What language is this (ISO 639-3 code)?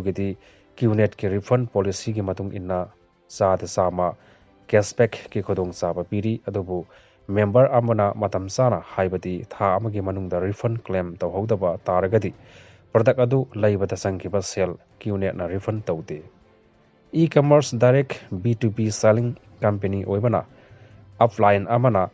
mni